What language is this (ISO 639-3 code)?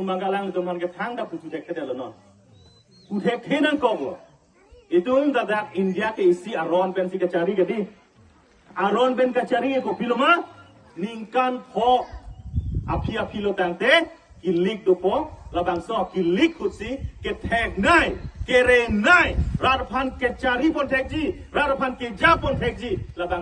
mjw